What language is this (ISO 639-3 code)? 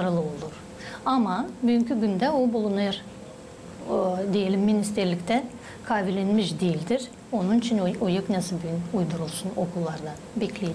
gag